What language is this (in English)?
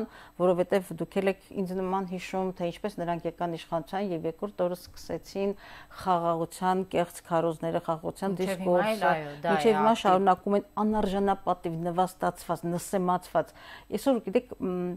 Armenian